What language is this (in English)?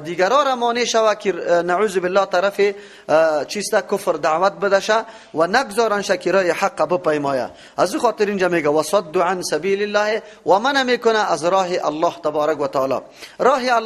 Persian